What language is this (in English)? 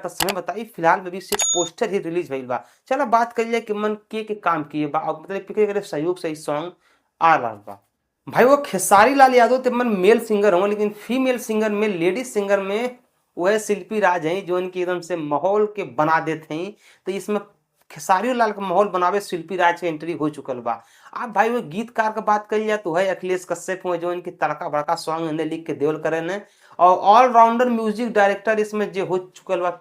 Bhojpuri